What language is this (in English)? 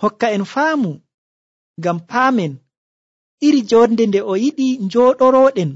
Nigerian Fulfulde